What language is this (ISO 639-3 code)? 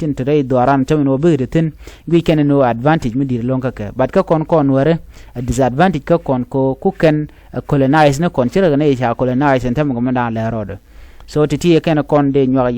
nus